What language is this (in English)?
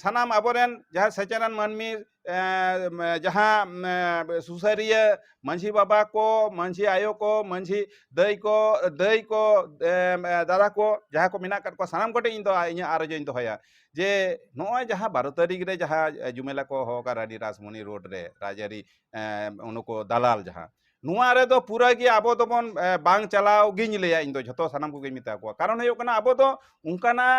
Santali